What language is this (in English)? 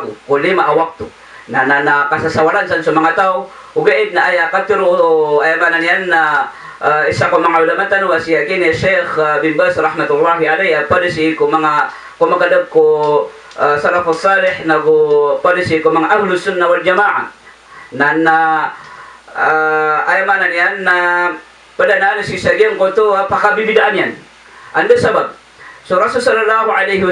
Maranao